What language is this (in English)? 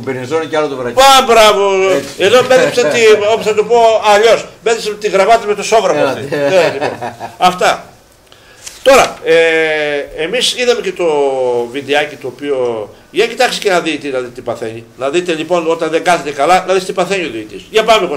Greek